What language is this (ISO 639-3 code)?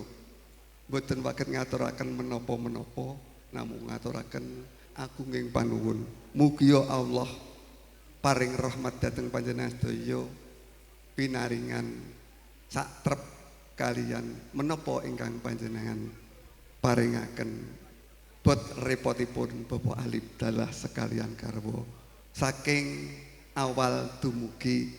jav